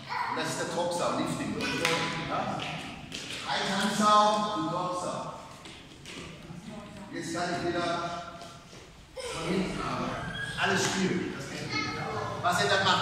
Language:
German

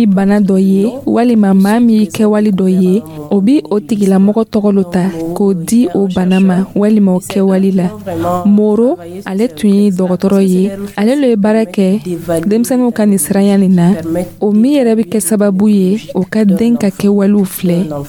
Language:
Dyula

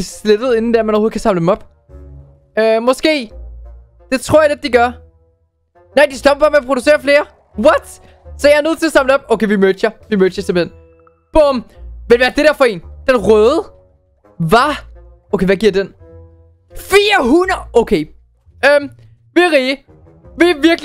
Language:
Danish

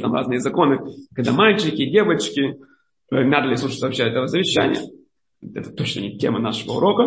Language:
Russian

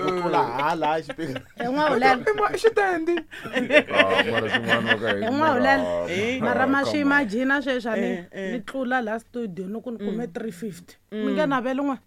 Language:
Tsonga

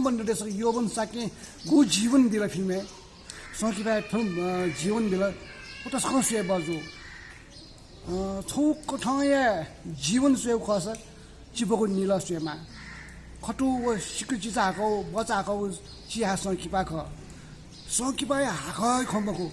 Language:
Newari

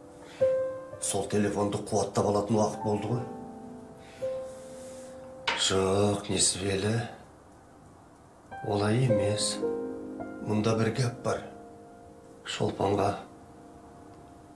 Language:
Kazakh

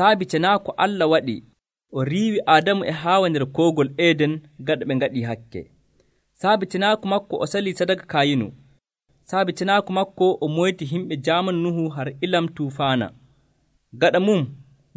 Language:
Nigerian Fulfulde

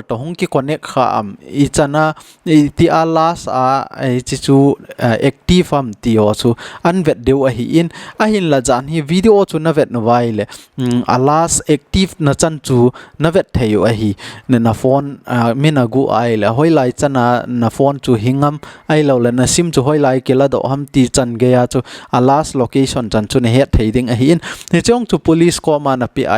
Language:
Thado Chin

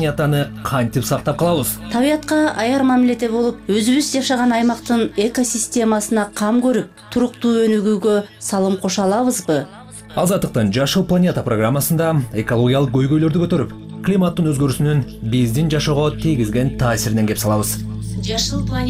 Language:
Kyrgyz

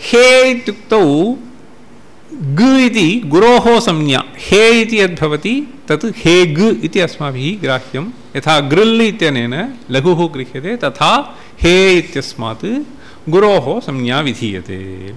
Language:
Sanskrit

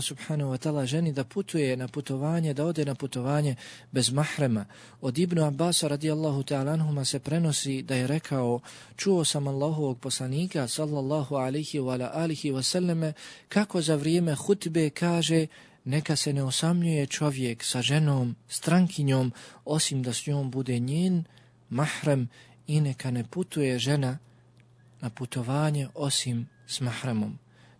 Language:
Bosnian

